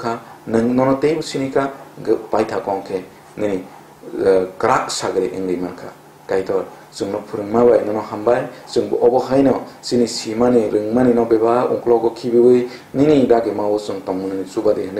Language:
Kok Borok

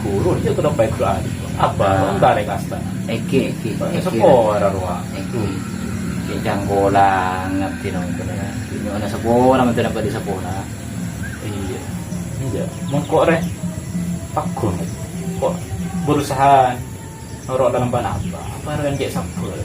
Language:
Madurese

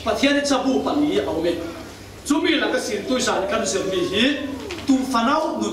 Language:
Falam Chin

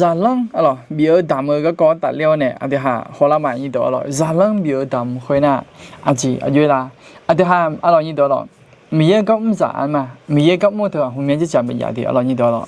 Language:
Akha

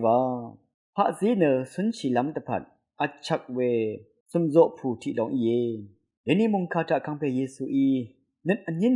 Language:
Rawang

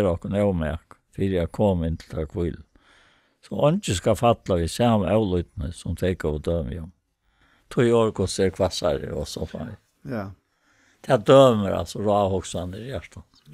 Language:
Faroese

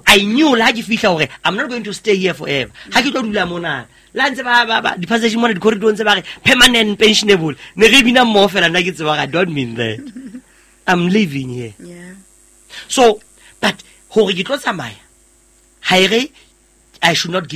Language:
Southern Sotho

